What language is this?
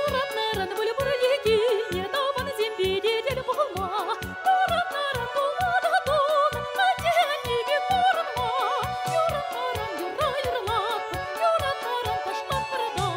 Chuvash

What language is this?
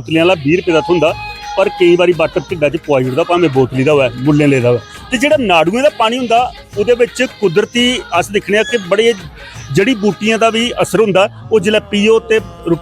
Dogri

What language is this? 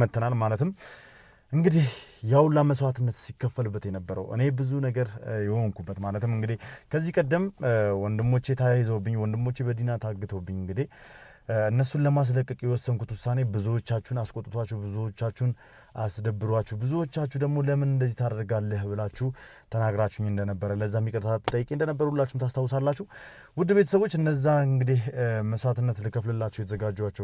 Amharic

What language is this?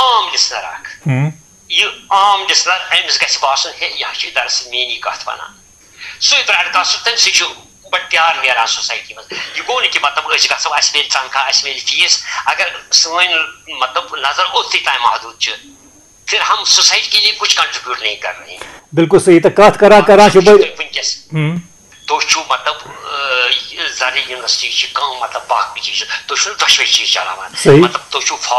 Kashmiri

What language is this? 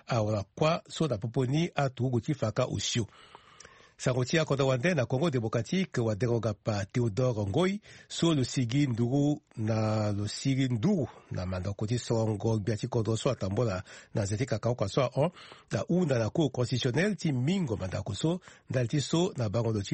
Sango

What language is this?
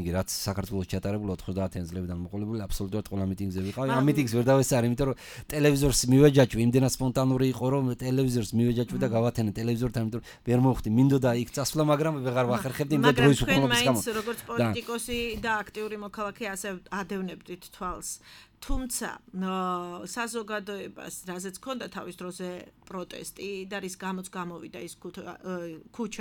Georgian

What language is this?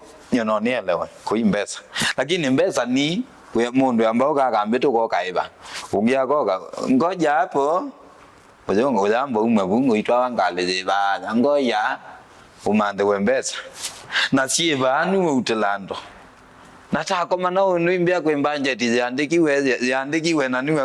Kamba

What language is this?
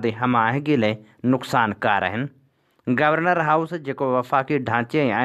Sindhi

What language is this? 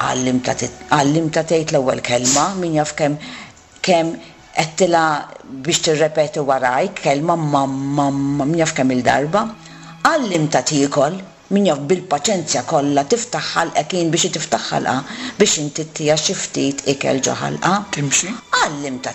Maltese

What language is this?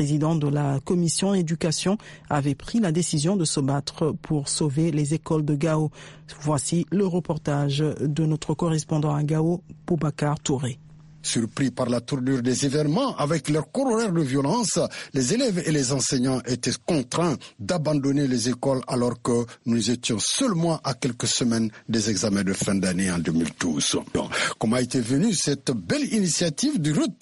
French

